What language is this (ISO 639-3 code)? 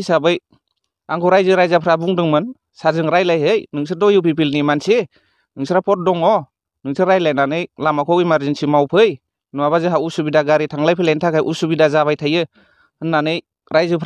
brx